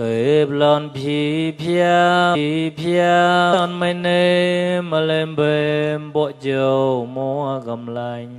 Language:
Mon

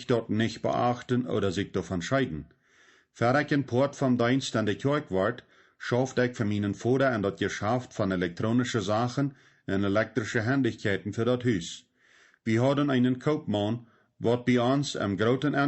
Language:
Plautdietsch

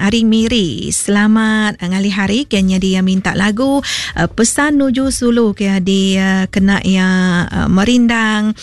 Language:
Iban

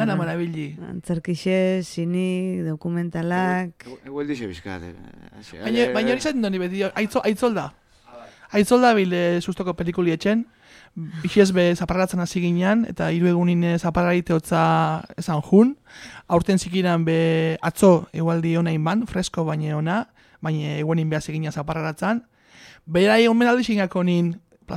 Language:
Basque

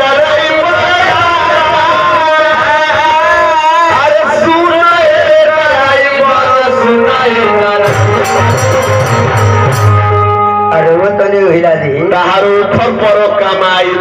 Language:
Bhojpuri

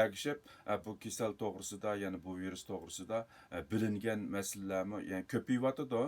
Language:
Uyghur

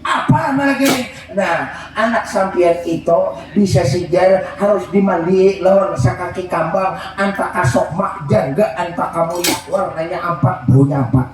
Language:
Banjar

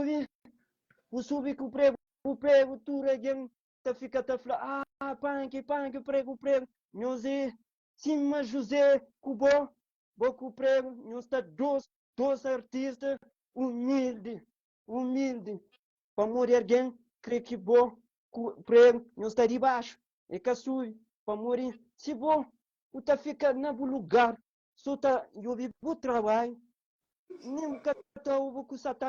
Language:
Kabuverdianu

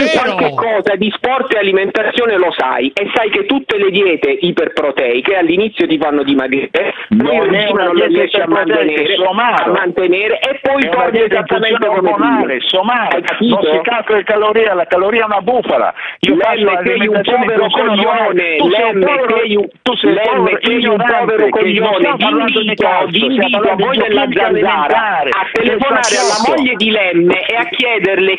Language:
Italian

